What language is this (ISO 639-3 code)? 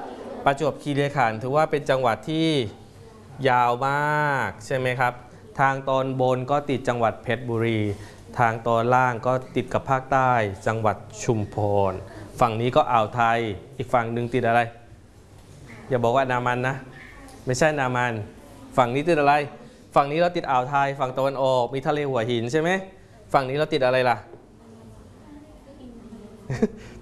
tha